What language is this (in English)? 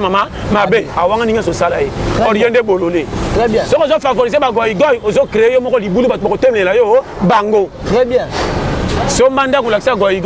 Lingala